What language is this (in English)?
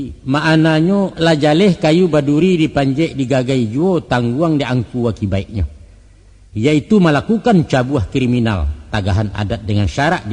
Minangkabau